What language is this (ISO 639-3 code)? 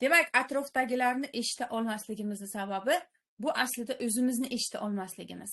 uzb